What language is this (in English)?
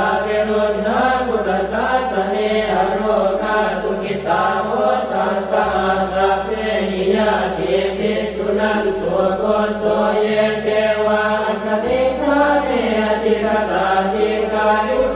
Pali